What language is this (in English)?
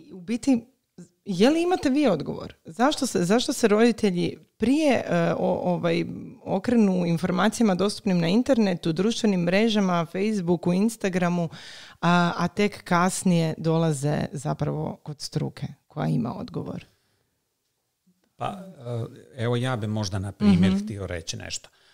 Croatian